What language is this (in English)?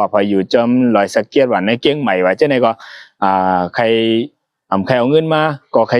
Shan